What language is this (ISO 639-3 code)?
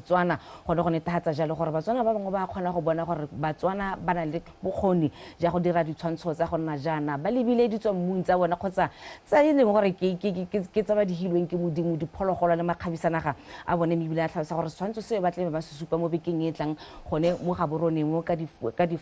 tsn